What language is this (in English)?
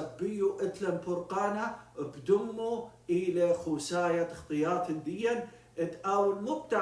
Assyrian Neo-Aramaic